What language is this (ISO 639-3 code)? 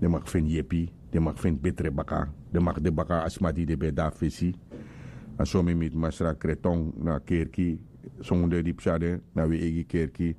srn